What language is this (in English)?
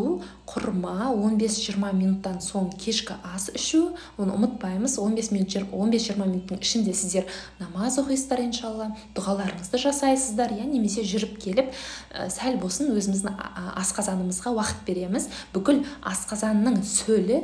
Kazakh